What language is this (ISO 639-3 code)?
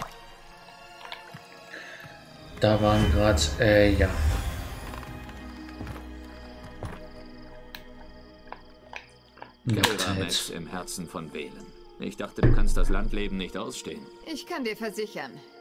deu